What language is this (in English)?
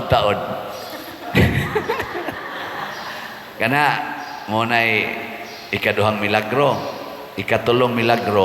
Cebuano